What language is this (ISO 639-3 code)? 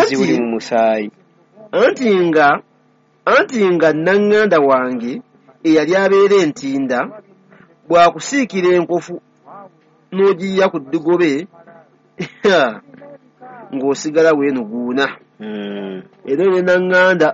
lug